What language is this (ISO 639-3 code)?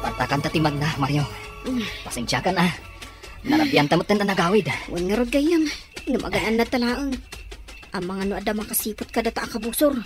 ilo